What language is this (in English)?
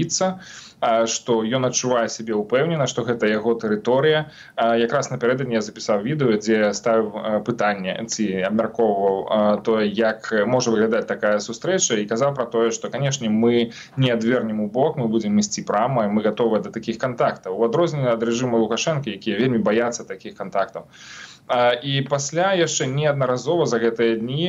Belarusian